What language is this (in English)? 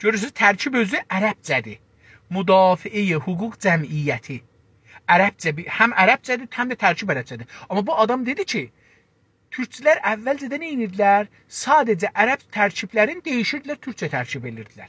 South Azerbaijani